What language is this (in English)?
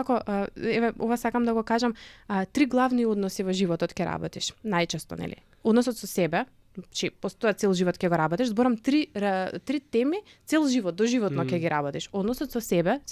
Macedonian